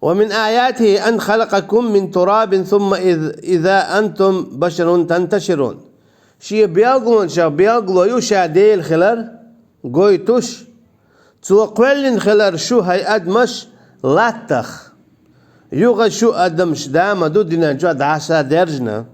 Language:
Chechen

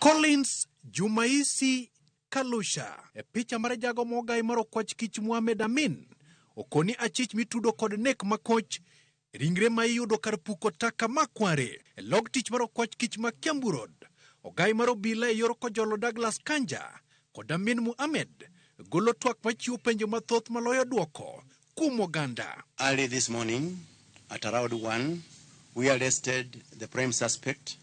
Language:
Luo (Kenya and Tanzania)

